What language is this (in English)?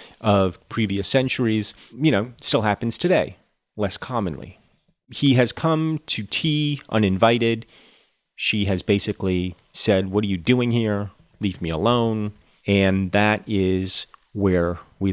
English